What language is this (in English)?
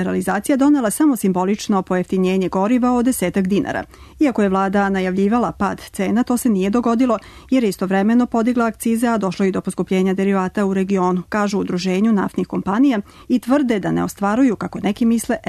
Serbian